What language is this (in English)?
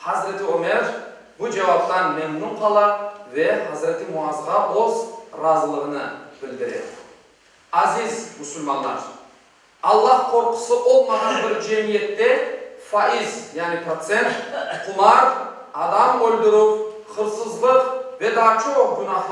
Crimean Tatar